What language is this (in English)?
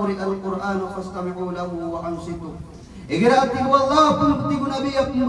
Maranao